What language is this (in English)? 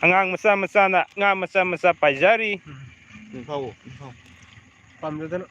Manipuri